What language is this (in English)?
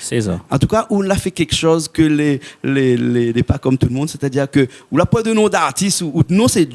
Réunion Creole French